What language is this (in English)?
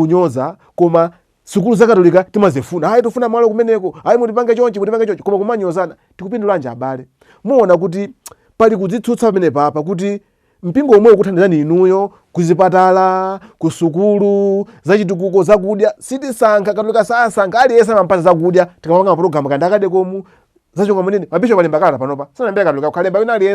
Nyanja